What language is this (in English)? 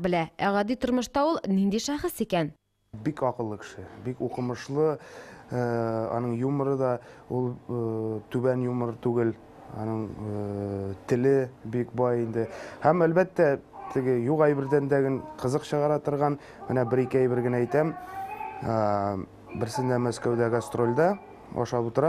Tatar